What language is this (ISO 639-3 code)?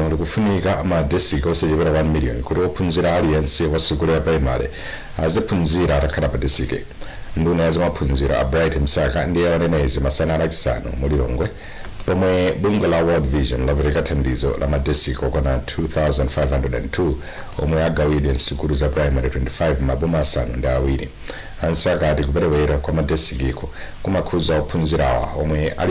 nya